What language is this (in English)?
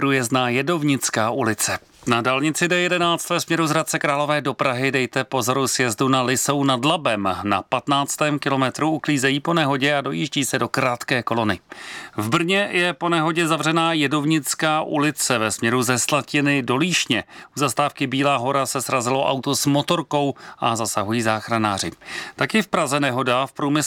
Czech